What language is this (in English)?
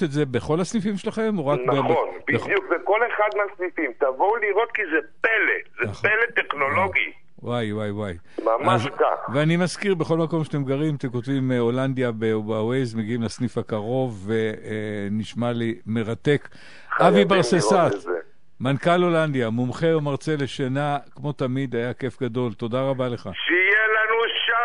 Hebrew